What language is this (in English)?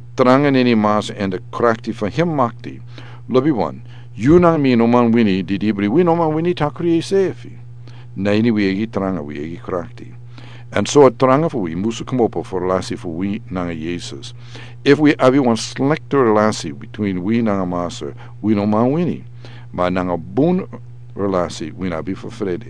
Sranan Tongo